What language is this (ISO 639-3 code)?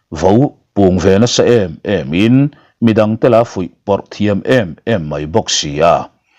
lus